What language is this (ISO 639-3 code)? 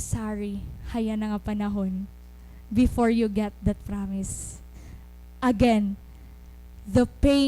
war